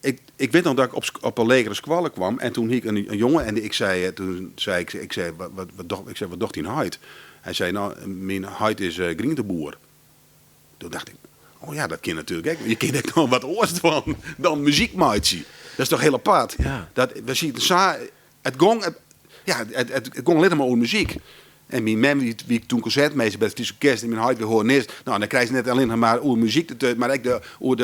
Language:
Western Frisian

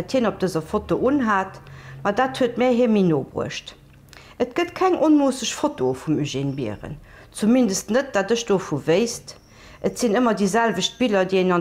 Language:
Luxembourgish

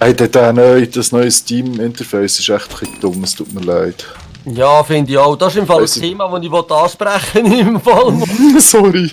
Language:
Swiss German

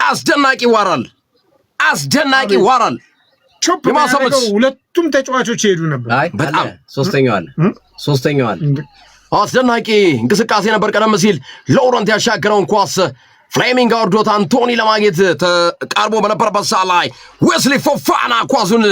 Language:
Amharic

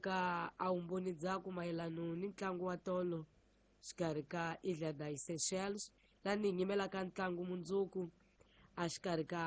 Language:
Tsonga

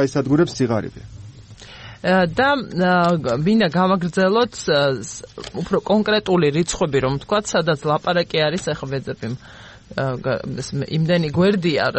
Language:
Georgian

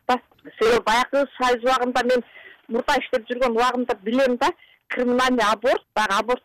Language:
Kyrgyz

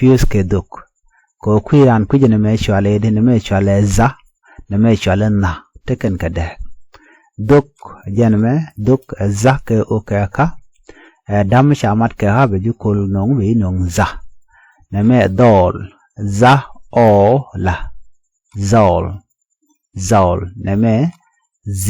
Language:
Nuer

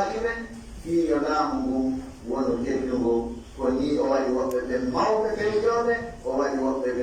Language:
Pular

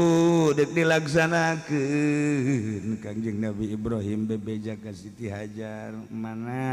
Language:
Sundanese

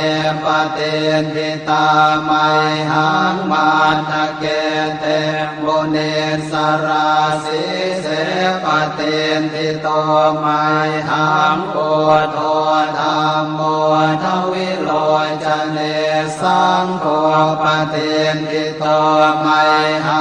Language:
Pali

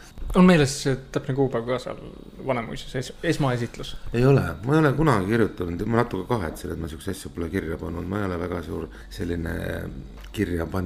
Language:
Estonian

